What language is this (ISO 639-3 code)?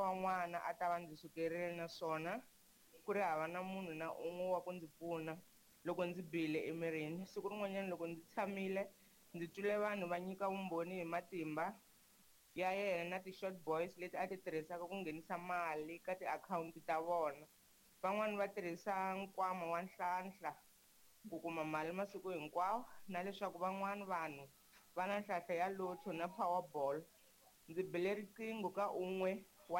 tso